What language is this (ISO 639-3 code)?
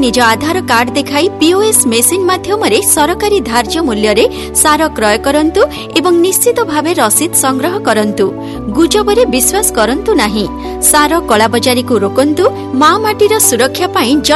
ori